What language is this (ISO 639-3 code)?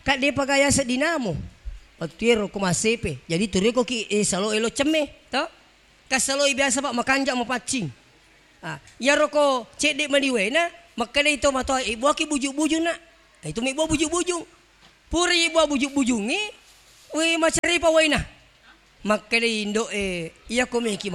bug